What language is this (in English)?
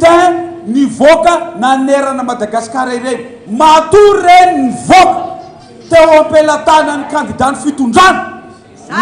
Malagasy